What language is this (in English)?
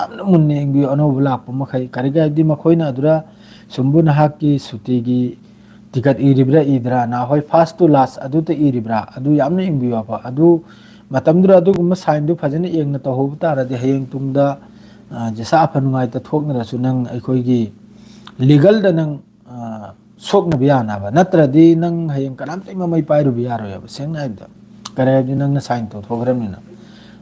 Manipuri